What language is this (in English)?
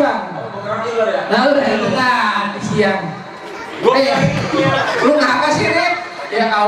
Betawi